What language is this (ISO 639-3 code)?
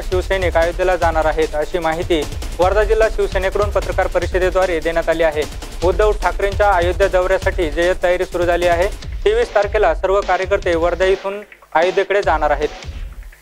mar